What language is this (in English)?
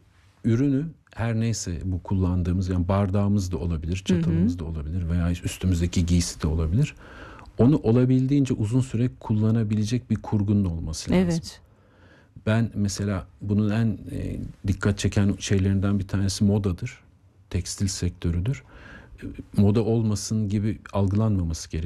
Turkish